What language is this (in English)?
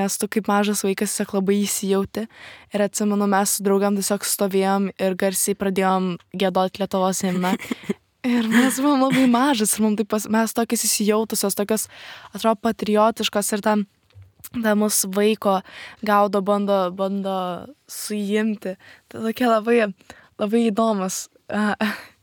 Lithuanian